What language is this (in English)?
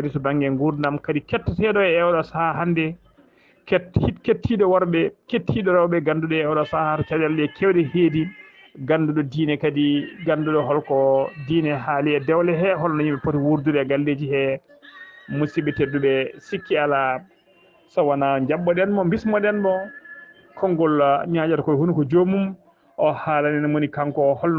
Fula